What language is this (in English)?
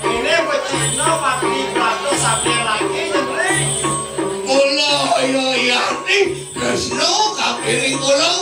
Balinese